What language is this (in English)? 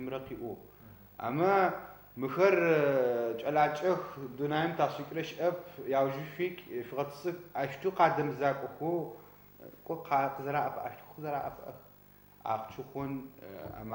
Adyghe